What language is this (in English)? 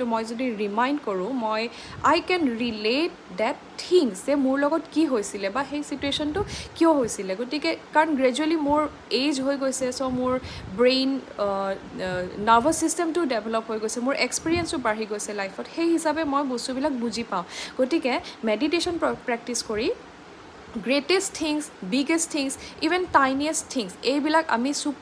Assamese